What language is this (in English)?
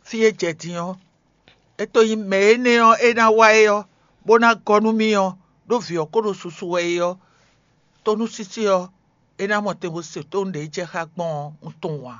Fon